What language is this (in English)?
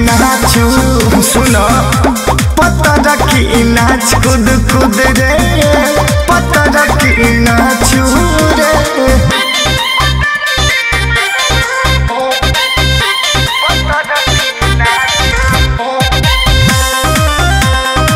Bhojpuri